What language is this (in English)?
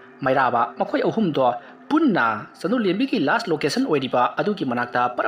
Manipuri